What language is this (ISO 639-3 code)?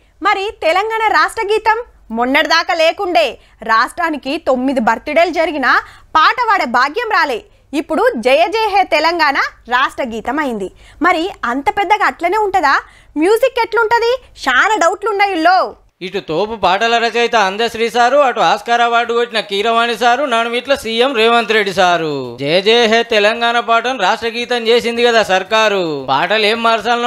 tel